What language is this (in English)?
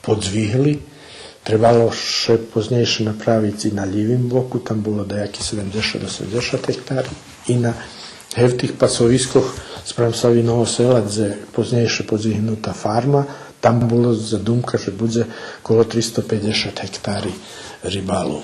Rusyn